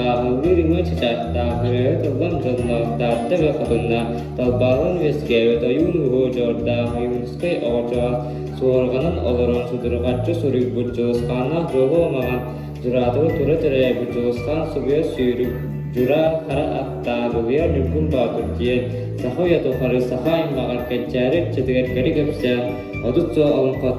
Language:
Yakut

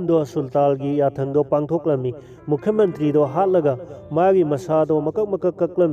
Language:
Manipuri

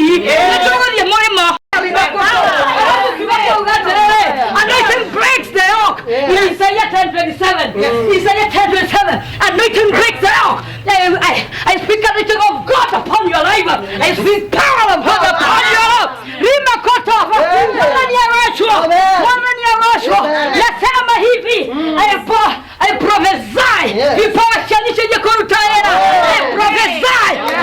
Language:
Kikuyu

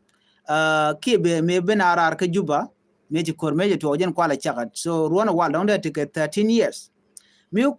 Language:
Nuer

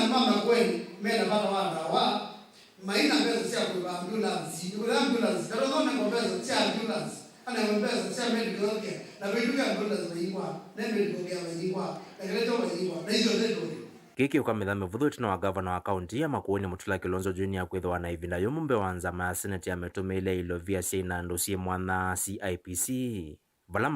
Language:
Kamba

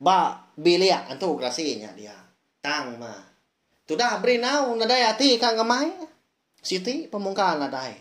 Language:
Iban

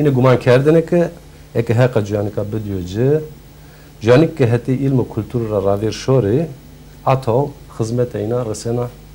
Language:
Zaza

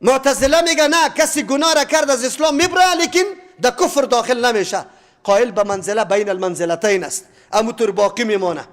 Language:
Persian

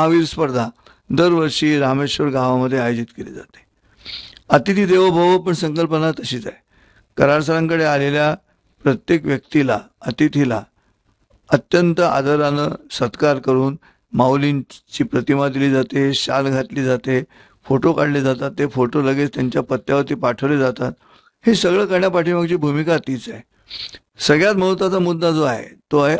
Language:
Marathi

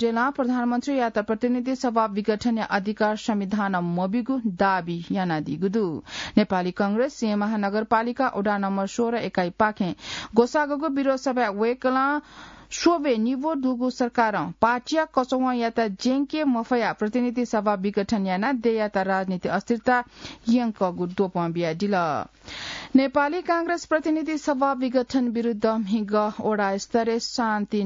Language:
Newari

